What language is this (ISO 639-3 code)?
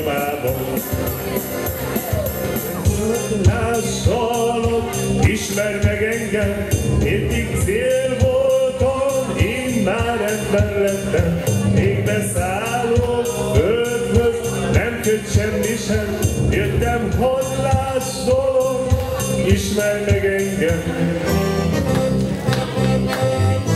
hun